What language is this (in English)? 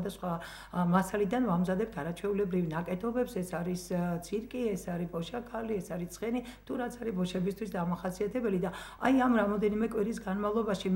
Georgian